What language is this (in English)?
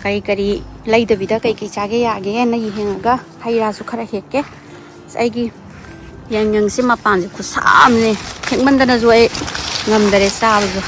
Manipuri